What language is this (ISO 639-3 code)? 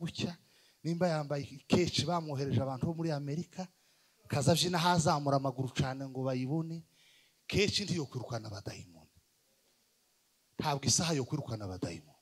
kin